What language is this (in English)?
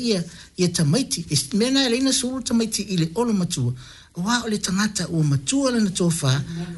Samoan